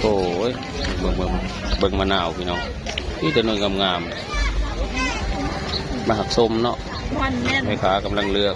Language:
Northeastern Thai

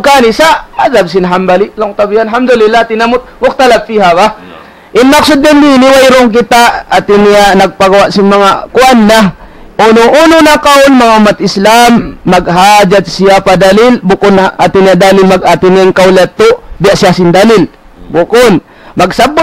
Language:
Tausug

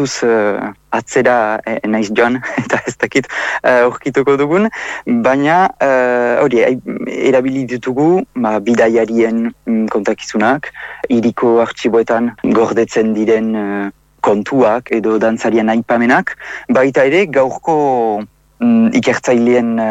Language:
Basque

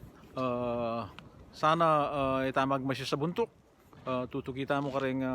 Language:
Pampanga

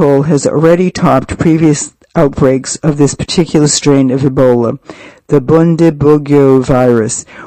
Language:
English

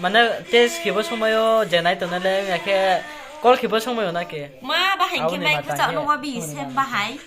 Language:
Riang (India)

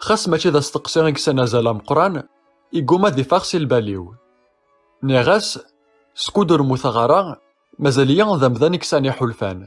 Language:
Kabyle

